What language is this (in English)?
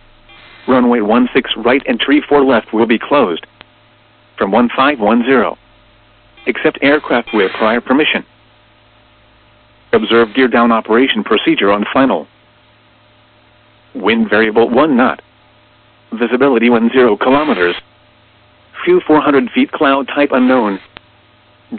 English